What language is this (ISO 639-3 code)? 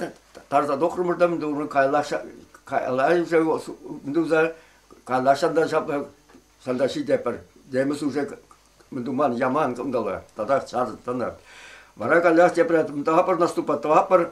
chv